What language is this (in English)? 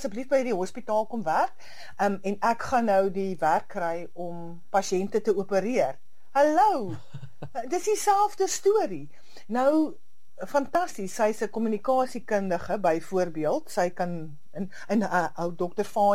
Afrikaans